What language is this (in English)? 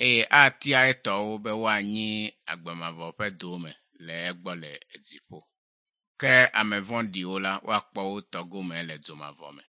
Ewe